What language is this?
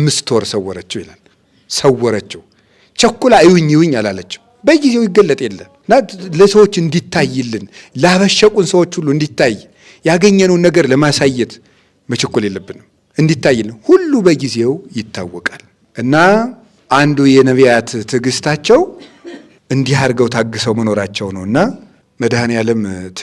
Amharic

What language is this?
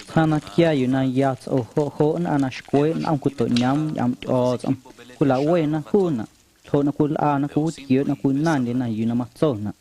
Guerrero Amuzgo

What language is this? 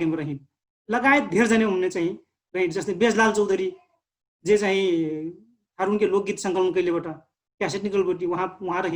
Dangaura Tharu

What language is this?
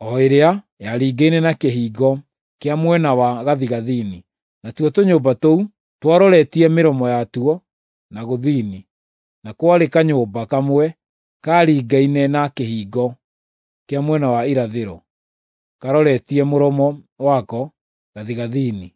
Kikuyu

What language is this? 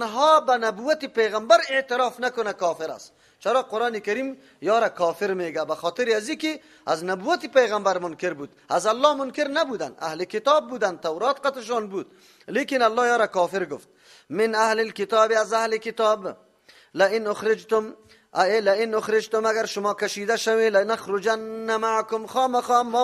Persian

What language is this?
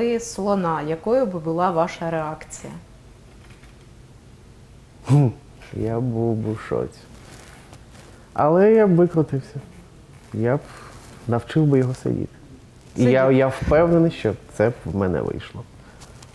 Ukrainian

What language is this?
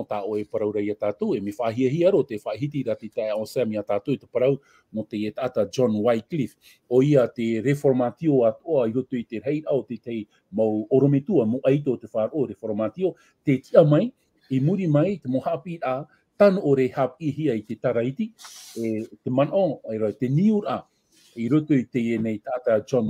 Tahitian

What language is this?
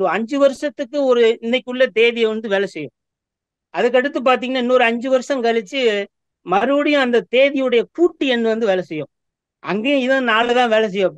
Tamil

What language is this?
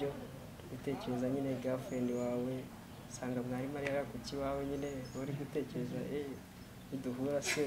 Kinyarwanda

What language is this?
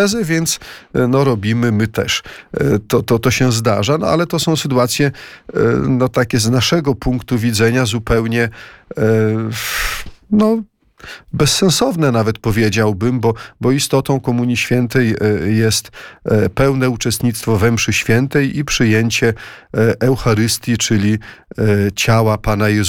Polish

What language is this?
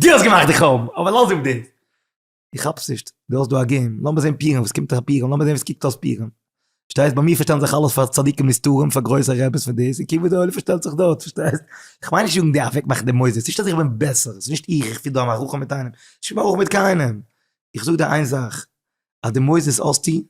Yiddish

